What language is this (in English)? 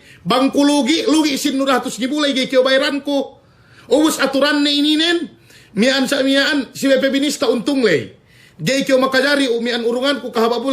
Yakan